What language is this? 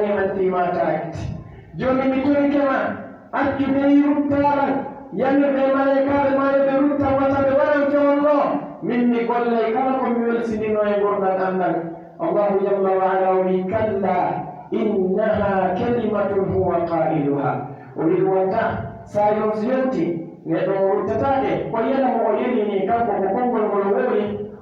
Pular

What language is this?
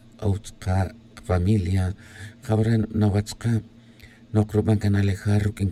Tz'utujil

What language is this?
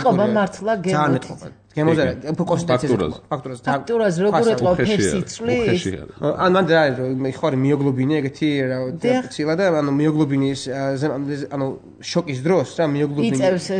Georgian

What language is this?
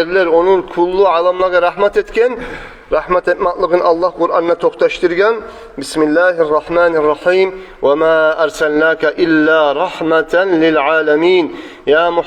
Kumyk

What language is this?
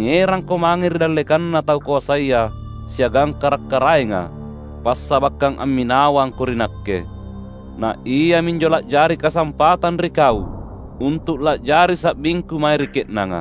Makasar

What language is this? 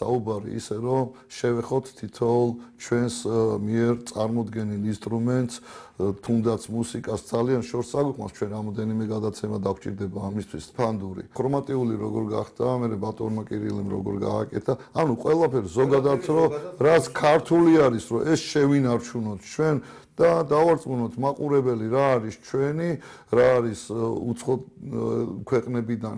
Georgian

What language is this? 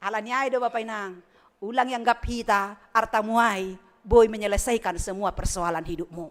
Batak Simalungun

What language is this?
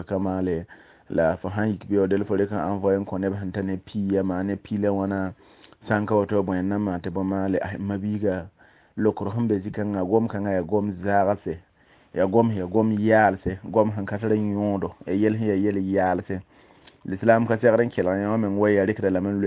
Mossi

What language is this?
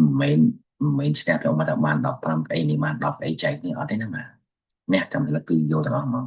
Khmer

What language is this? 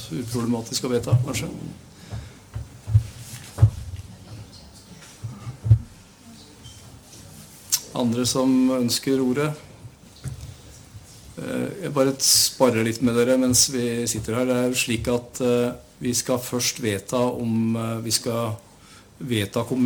Norwegian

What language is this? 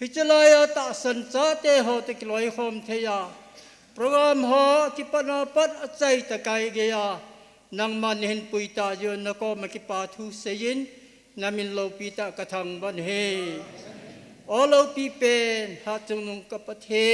Thado Chin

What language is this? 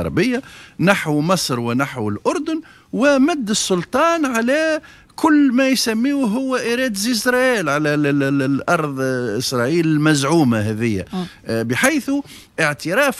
Tunisian Arabic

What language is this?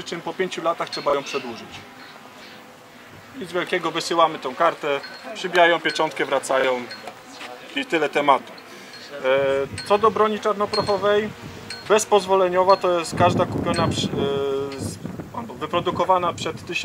Polish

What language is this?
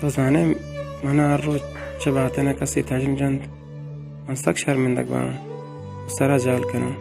Baluchi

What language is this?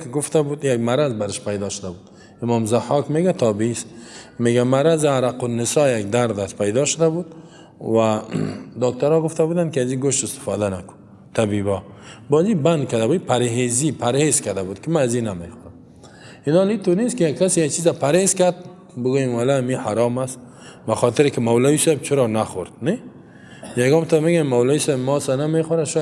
Persian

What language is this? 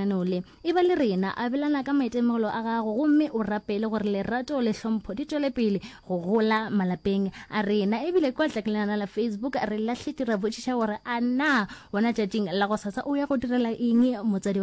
Northern Sotho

